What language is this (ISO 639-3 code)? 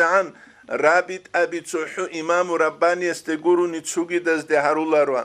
ava